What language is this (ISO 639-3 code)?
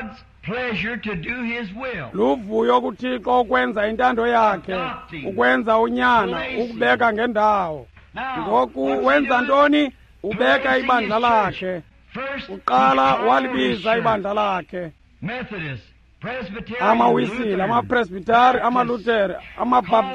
xho